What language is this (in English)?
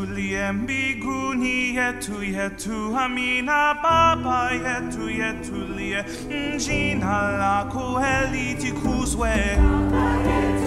Swahili